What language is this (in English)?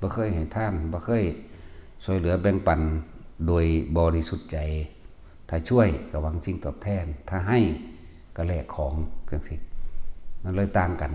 Northeastern Thai